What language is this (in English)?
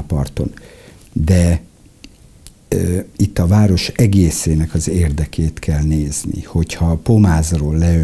Hungarian